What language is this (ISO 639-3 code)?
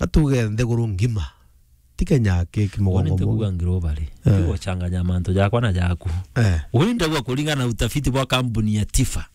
mer